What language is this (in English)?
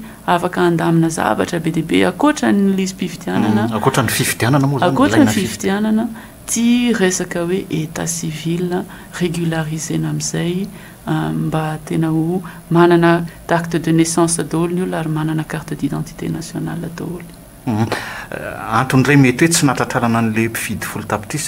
Malagasy